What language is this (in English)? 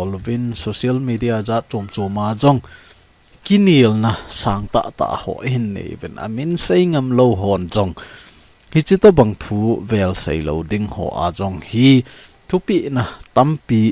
Thado Chin